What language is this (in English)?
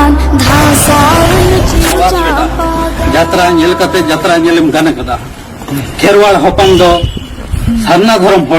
Santali